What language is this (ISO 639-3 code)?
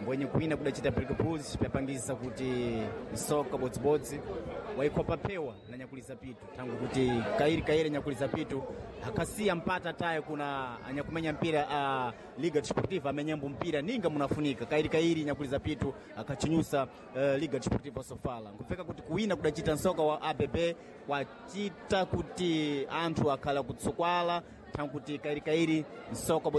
seh